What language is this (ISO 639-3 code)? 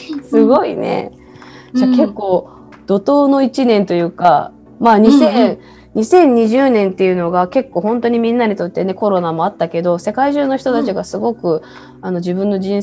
jpn